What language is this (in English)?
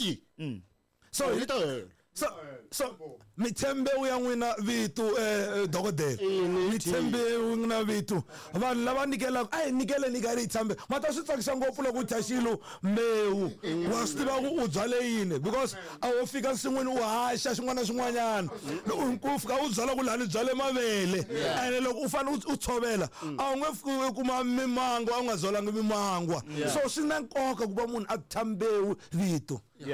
Tsonga